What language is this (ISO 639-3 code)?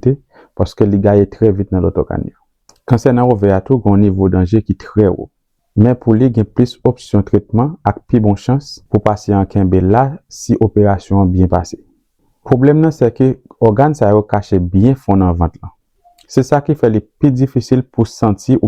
hat